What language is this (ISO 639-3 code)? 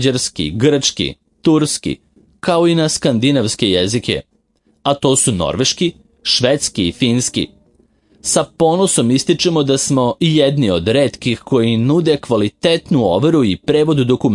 srp